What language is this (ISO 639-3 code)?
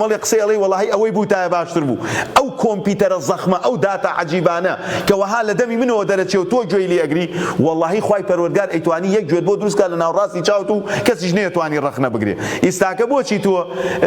ckb